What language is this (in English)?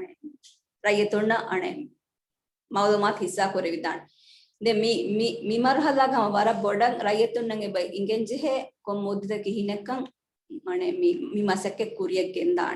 Divehi